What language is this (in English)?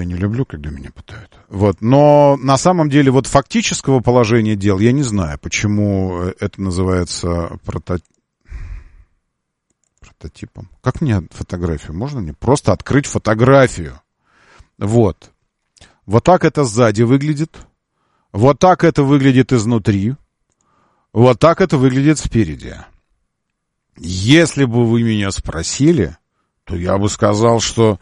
Russian